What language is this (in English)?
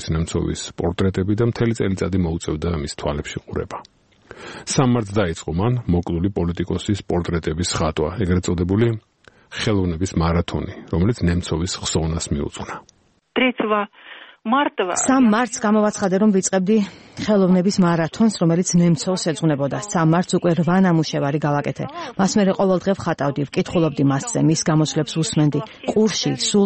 Georgian